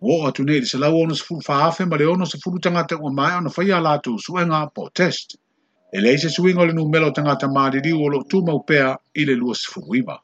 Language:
Samoan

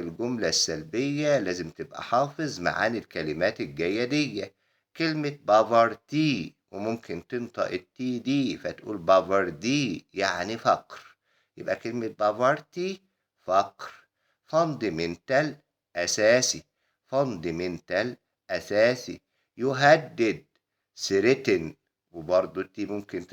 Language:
Egyptian Arabic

